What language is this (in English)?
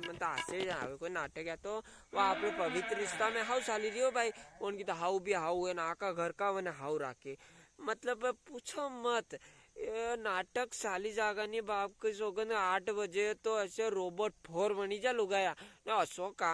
Rajasthani